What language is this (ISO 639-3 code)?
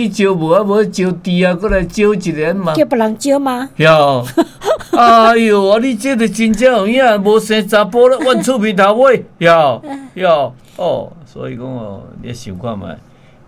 nan